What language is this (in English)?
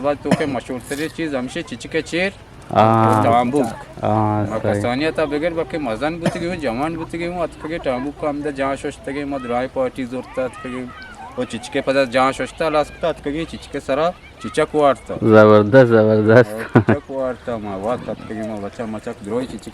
Eastern Balochi